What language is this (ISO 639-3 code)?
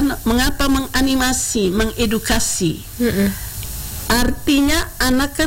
ind